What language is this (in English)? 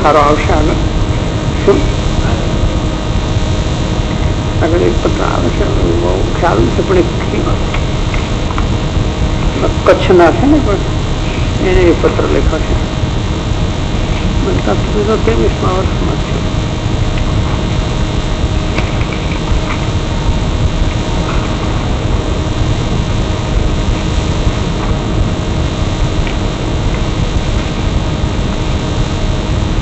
Gujarati